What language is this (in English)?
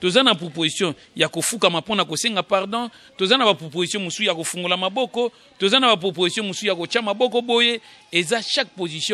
Lingala